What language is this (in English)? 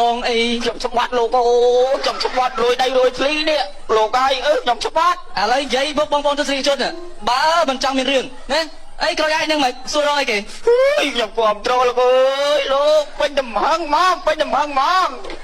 Khmer